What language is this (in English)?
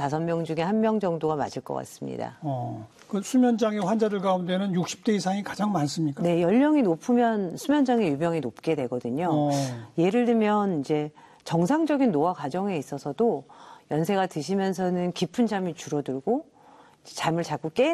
Korean